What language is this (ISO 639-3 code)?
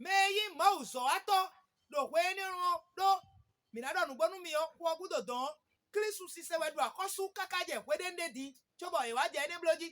fon